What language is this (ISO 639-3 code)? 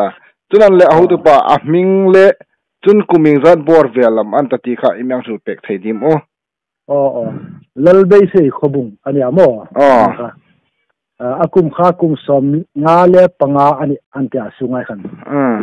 hmr